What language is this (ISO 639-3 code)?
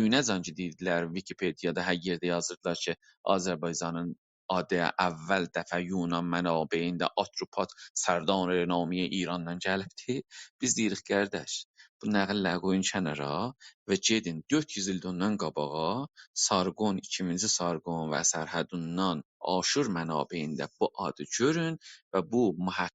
azb